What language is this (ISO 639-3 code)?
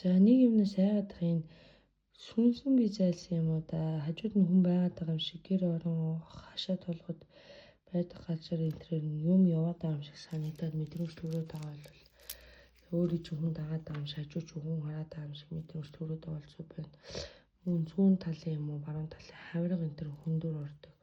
mon